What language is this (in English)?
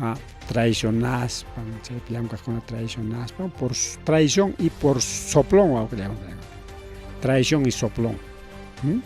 Ayacucho Quechua